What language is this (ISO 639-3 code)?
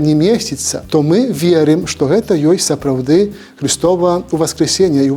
bel